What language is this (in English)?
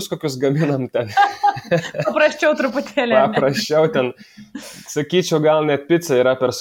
Lithuanian